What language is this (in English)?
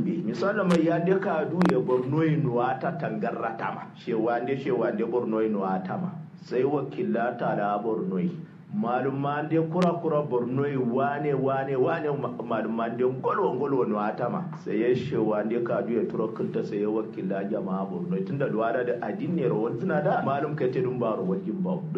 Kanuri